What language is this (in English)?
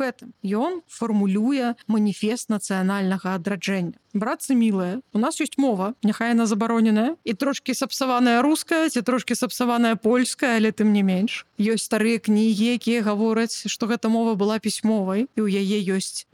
Belarusian